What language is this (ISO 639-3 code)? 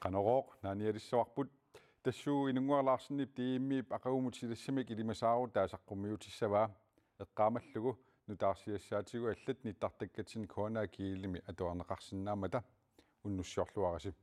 kal